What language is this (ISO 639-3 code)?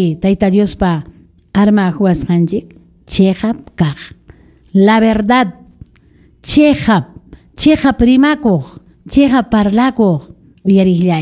quy